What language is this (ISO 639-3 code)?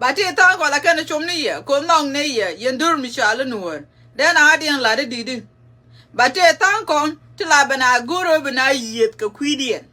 nus